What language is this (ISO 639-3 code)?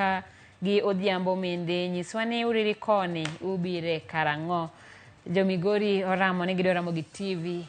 luo